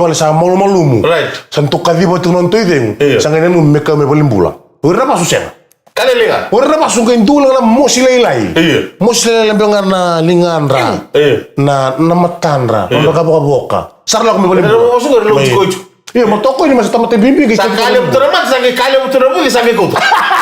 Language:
Fijian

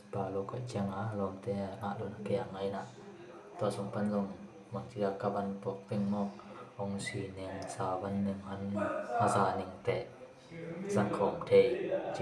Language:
Tedim Chin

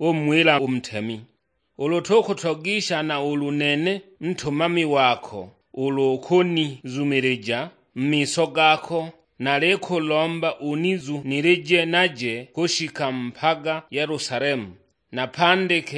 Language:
Sukuma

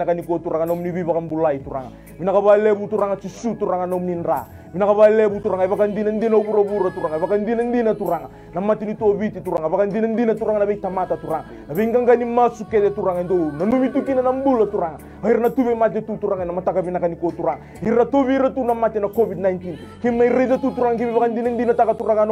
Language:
Fijian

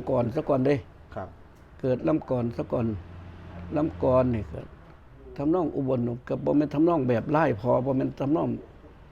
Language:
Northeastern Thai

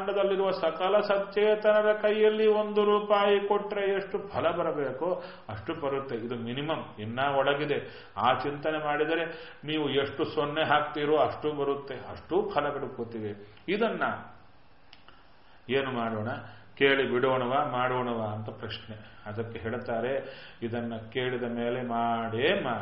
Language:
Kannada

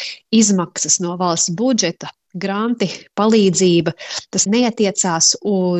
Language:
Latvian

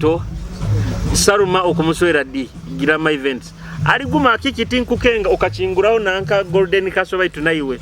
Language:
Nyoro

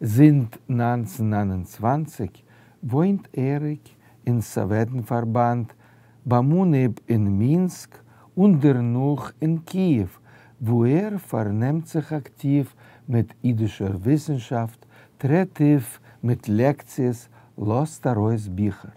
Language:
Yiddish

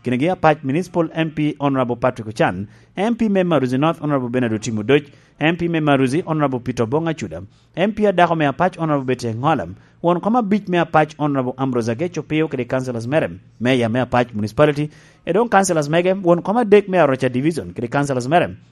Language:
Lango (Uganda)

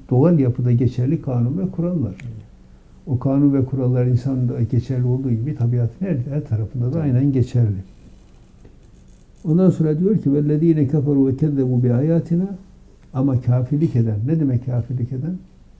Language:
Turkish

